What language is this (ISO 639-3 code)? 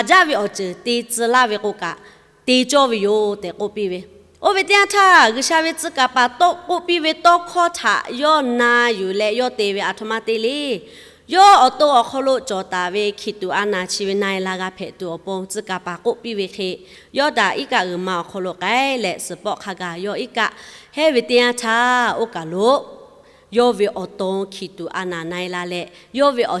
lhu